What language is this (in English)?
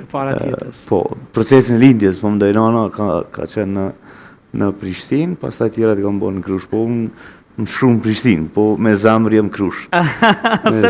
Albanian